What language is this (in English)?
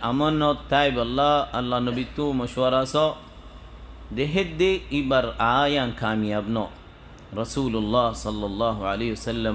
Rohingya